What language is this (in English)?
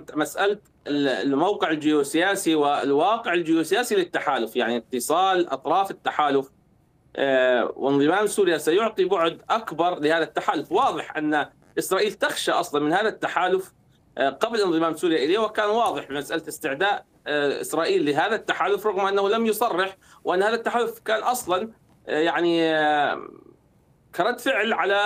Arabic